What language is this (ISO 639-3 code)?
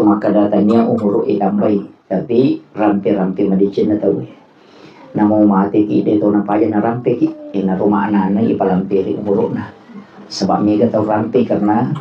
bug